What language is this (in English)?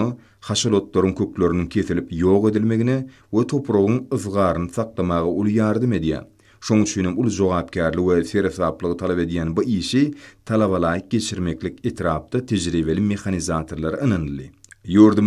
Turkmen